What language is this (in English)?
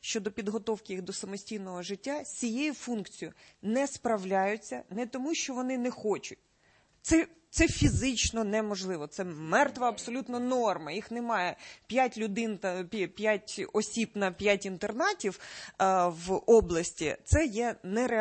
Ukrainian